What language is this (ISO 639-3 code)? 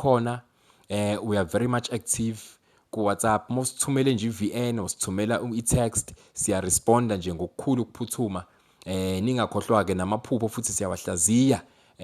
zul